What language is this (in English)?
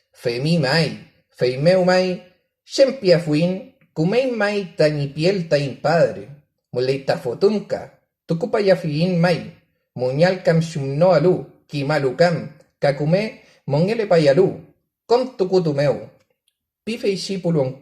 Mapuche